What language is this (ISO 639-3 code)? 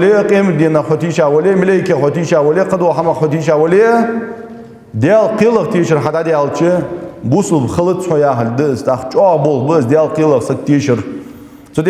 inh